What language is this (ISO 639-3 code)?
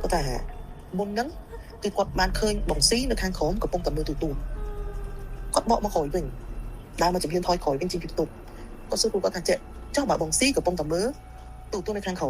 khm